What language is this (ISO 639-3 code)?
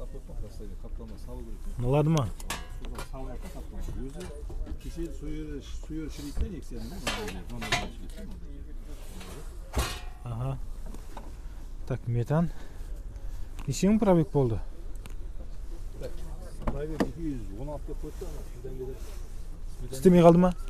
kaz